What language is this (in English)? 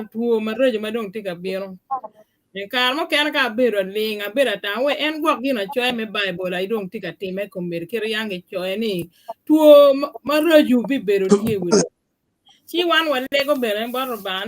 Acoli